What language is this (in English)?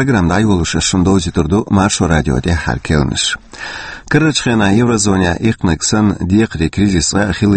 Chechen